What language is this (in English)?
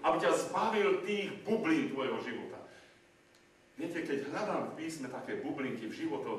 Slovak